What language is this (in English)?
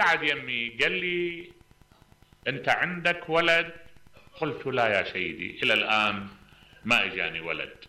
Mesopotamian Arabic